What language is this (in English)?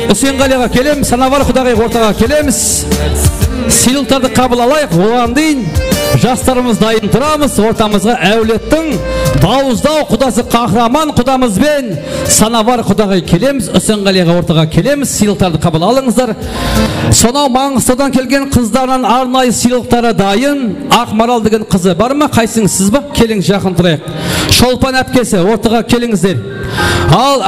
Kara-Kalpak